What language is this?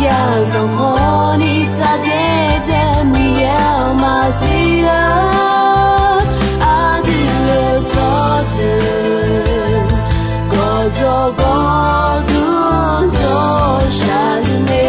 Akha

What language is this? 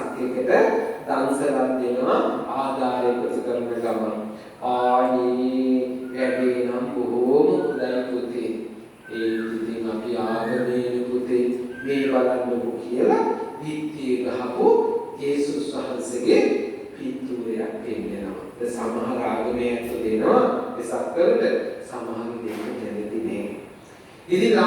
Sinhala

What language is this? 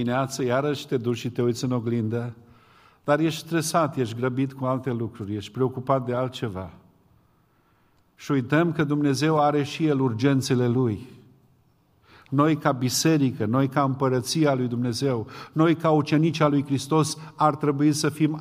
Romanian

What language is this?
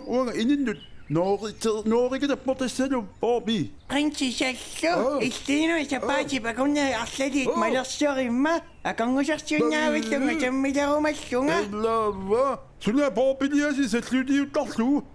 Kalaallisut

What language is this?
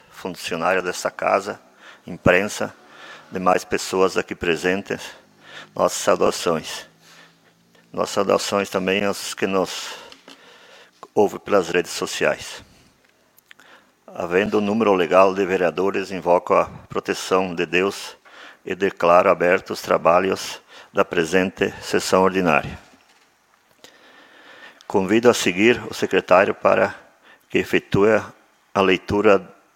Portuguese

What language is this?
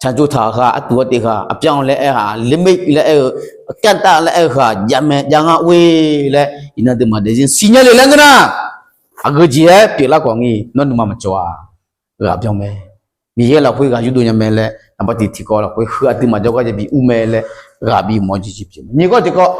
Akha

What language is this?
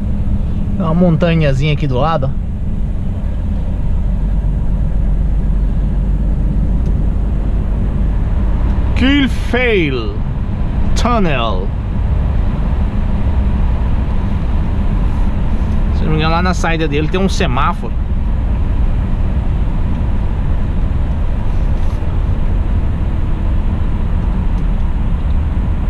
Portuguese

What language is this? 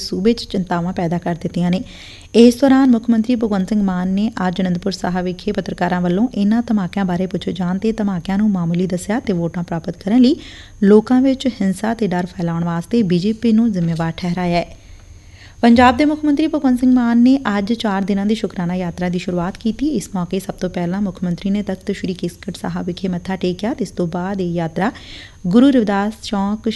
Punjabi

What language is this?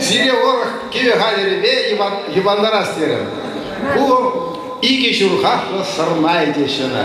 Chuvash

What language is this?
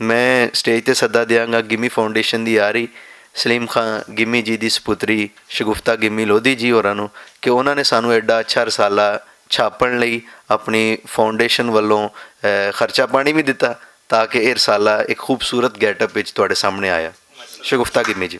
Western Panjabi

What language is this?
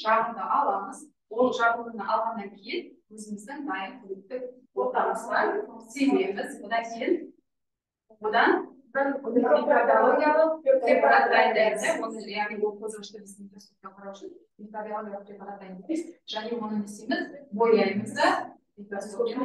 Kazakh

